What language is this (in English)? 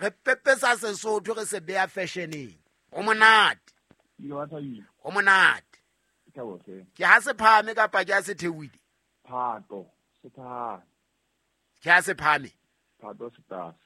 Southern Sotho